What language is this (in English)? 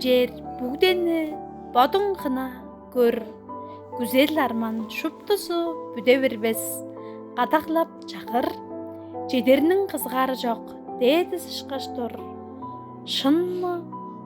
Tuvinian